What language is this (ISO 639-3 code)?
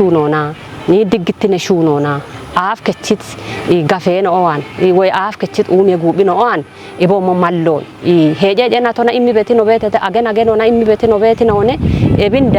kbr